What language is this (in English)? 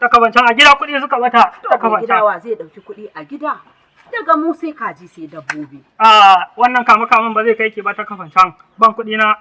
Hausa